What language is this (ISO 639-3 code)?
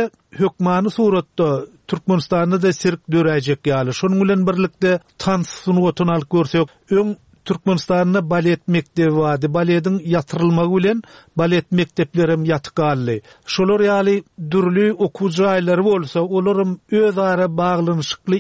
tuk